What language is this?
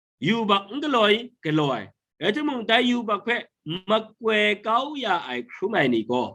Kachin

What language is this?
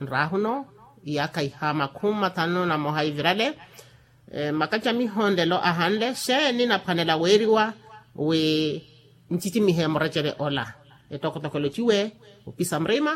Makhuwa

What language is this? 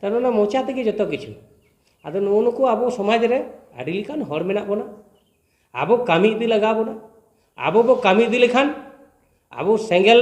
Santali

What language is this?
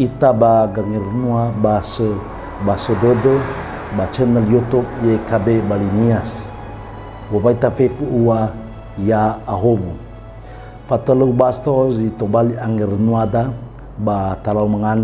Nias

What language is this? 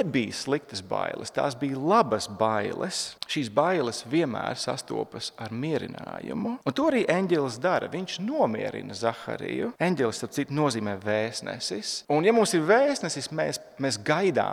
Latvian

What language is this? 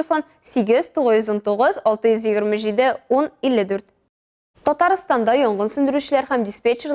Tatar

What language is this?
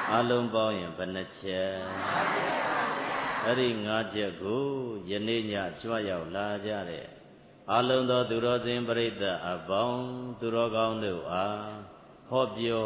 Burmese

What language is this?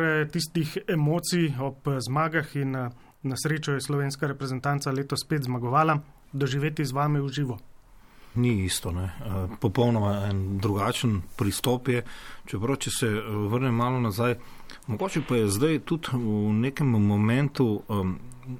Slovenian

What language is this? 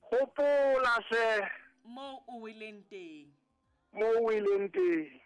Southern Sotho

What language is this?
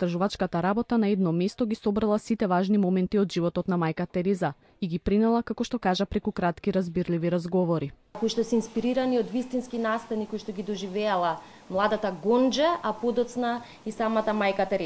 Macedonian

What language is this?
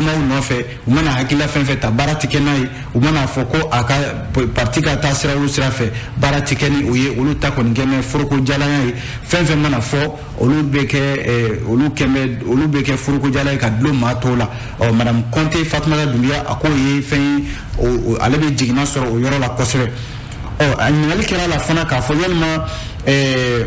Bambara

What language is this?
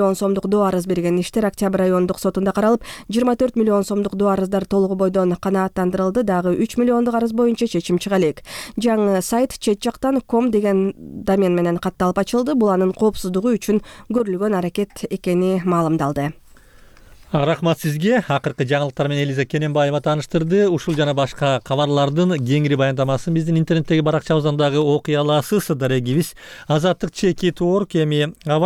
Kyrgyz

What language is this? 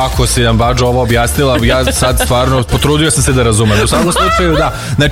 Serbian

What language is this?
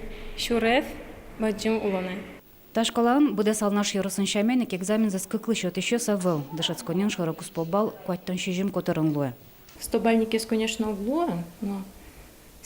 Udmurt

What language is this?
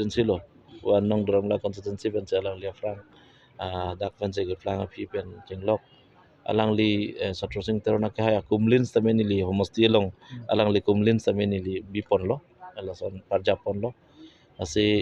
Karbi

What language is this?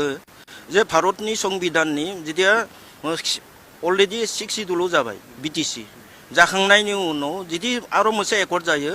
Bodo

